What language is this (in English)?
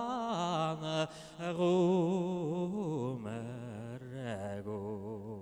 Bashkir